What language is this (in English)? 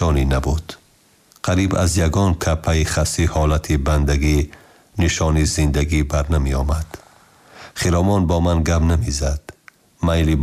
Tajik